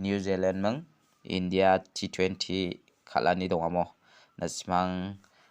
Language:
Garo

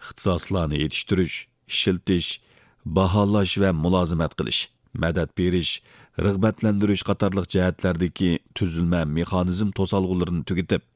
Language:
Uyghur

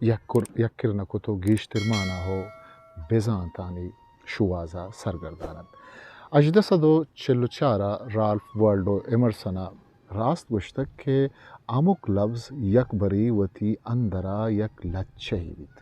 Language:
Eastern Balochi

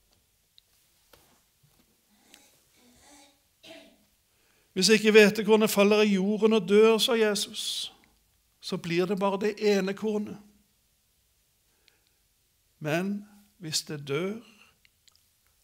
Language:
Norwegian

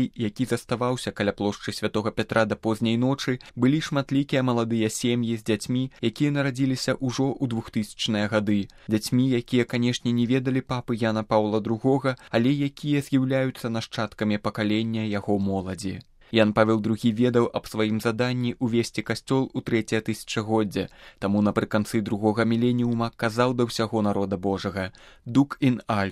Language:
Belarusian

